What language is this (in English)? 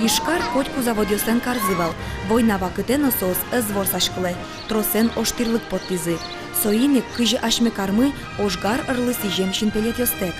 Udmurt